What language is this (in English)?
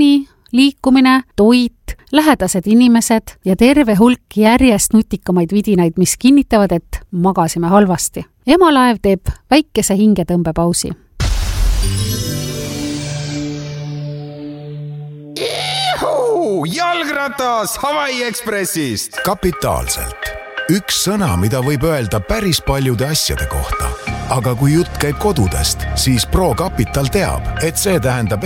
Estonian